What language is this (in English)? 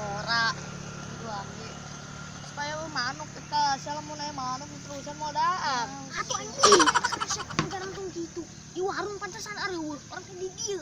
Sundanese